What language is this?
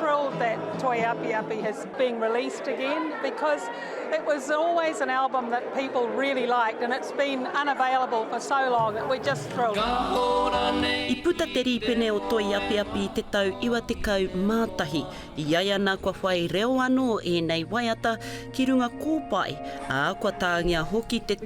Māori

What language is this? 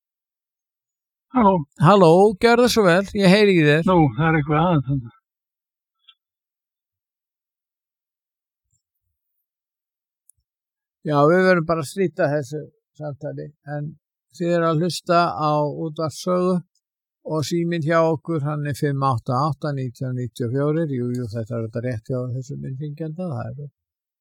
Icelandic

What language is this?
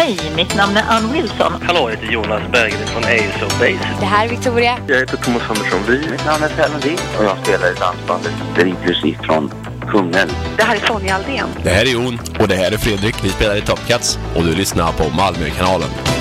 Swedish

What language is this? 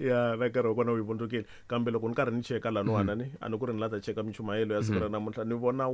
Tsonga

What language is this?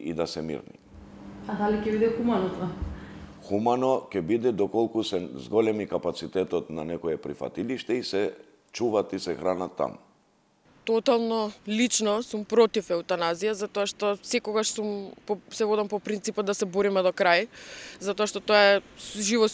Macedonian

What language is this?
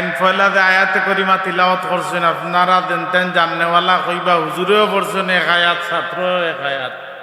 Sylheti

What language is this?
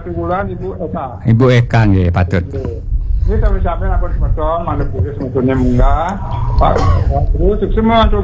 Balinese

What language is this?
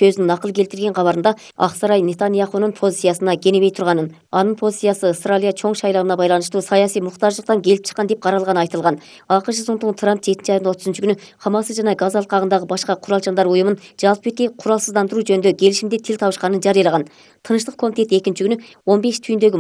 Kyrgyz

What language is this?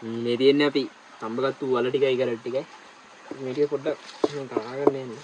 Sinhala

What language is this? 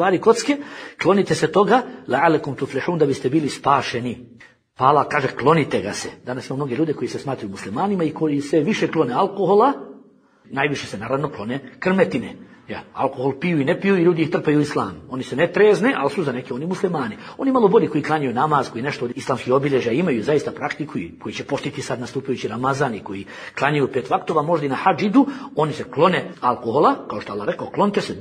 Bosnian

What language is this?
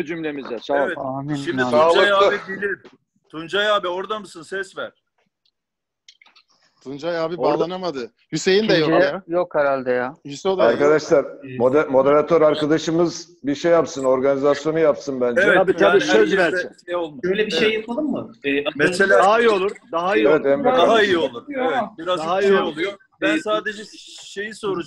Turkish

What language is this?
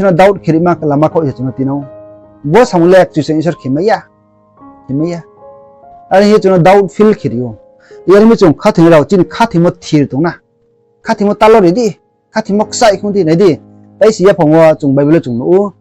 Riang (India)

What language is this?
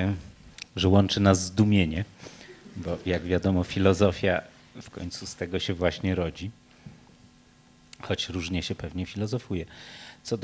Polish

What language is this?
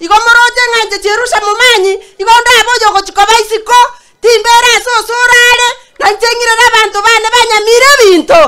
Gusii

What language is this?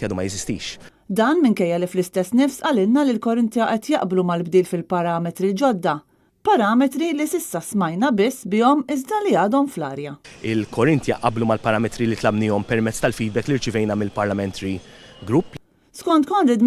Maltese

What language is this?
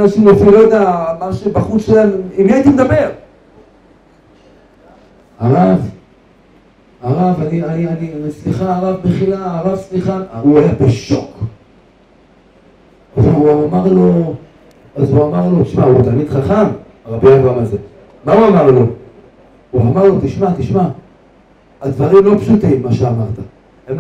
Hebrew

